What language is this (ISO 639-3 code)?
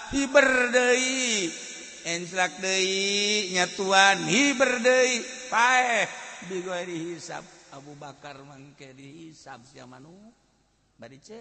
sun